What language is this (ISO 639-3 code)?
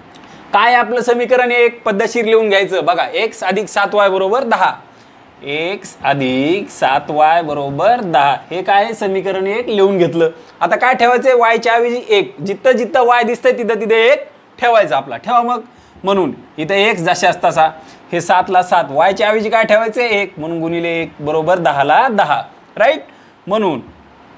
mar